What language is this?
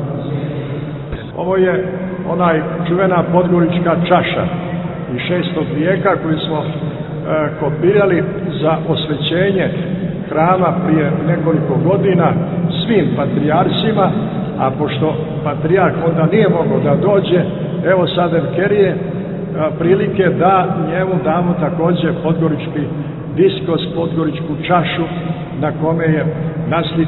Serbian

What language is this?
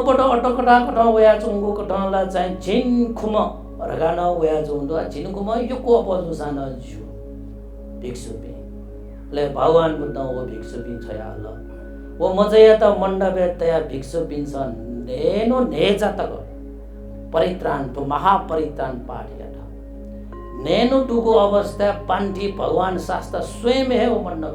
Newari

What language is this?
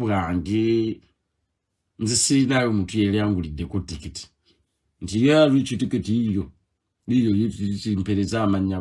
Ganda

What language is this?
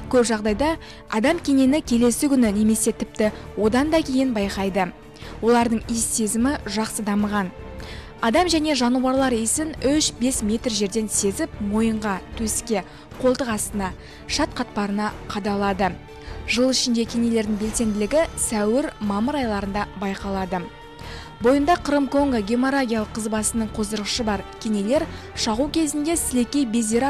Kazakh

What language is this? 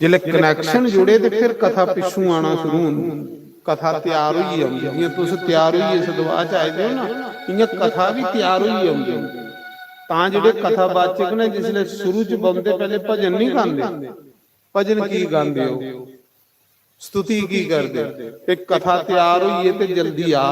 Dogri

